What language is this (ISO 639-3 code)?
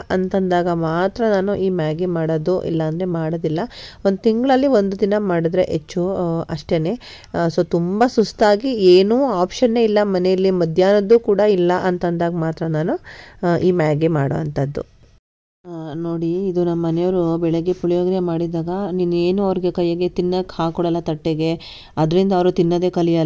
kan